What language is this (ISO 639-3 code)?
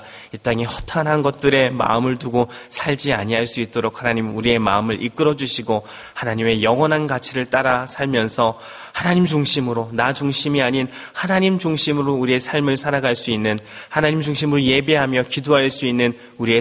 kor